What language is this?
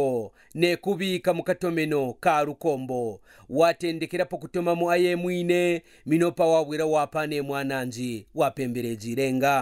Kaonde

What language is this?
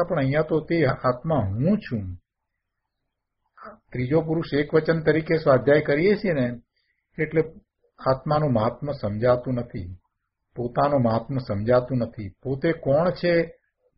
Gujarati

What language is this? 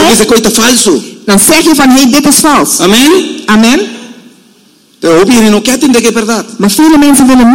Dutch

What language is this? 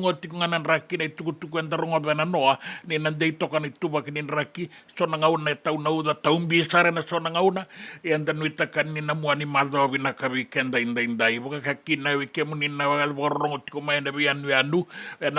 Fijian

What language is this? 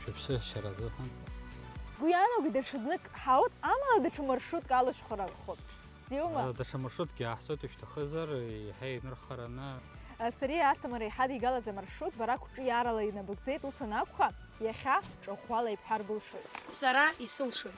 Abkhazian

